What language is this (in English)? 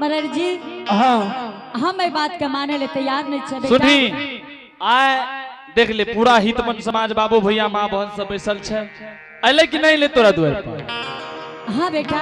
Angika